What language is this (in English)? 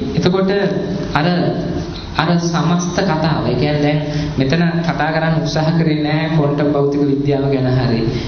Sinhala